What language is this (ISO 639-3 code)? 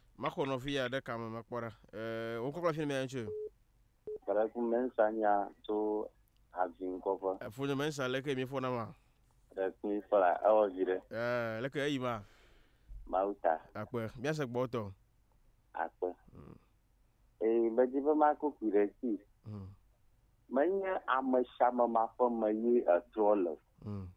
ewe